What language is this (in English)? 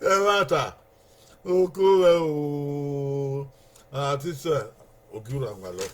Bini